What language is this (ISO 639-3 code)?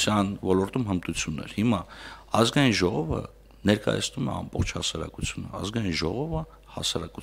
hye